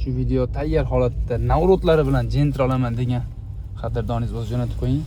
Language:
Uzbek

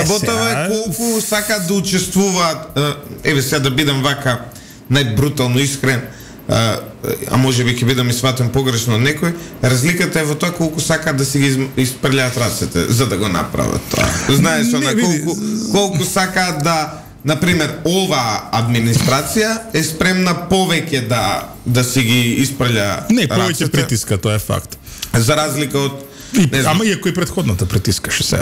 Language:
Macedonian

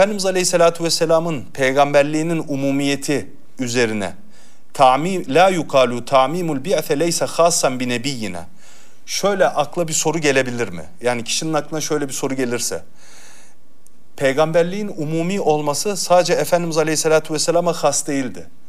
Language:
Turkish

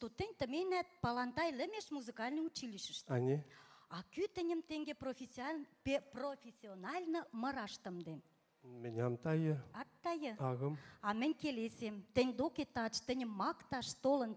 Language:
Western Mari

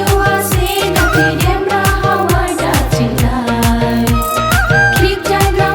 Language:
Dimasa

